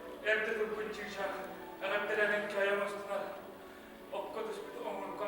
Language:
Yakut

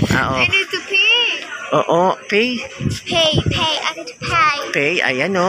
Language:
Filipino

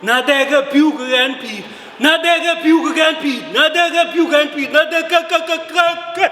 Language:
Dinka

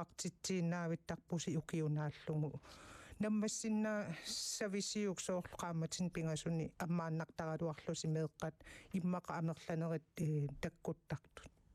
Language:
Kalaallisut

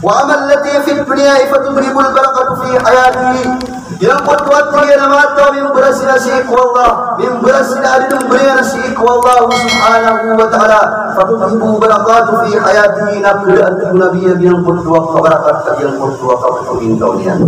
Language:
Maranao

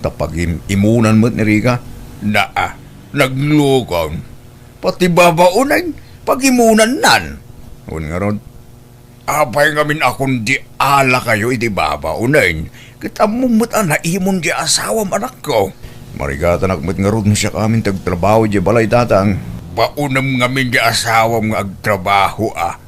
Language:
Iloko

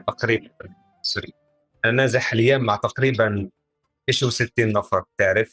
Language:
North Levantine Arabic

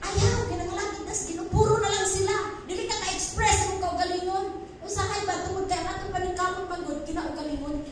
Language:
Cebuano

